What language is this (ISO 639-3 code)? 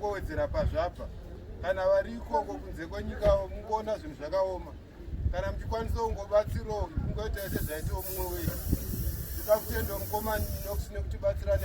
sna